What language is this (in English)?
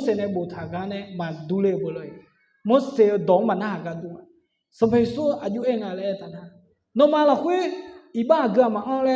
Akha